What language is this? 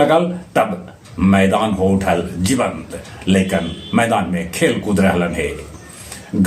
Magahi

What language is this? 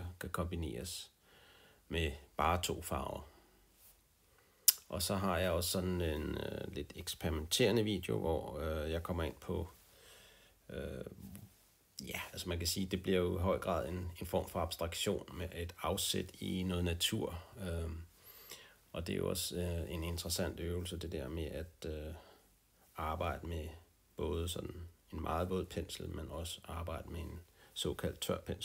Danish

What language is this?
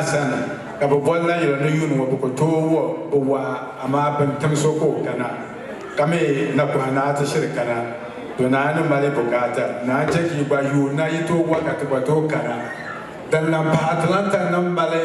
Dagbani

